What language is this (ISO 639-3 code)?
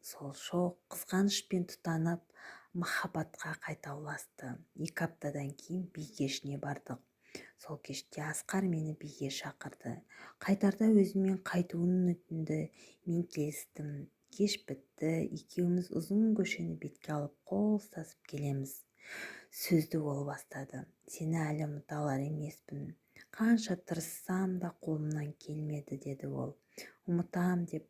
kaz